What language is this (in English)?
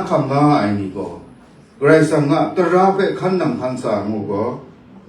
Kachin